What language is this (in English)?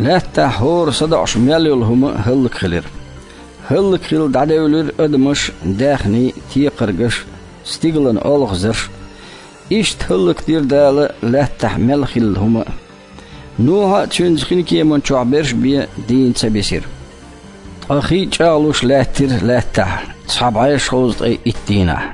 Chechen